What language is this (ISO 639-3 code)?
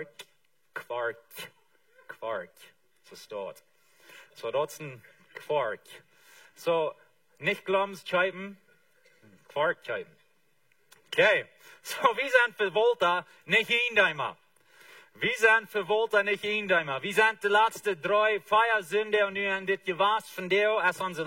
pdt